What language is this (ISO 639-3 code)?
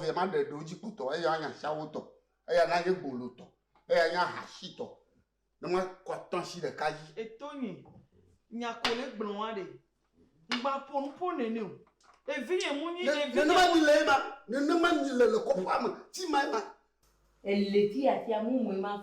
ewe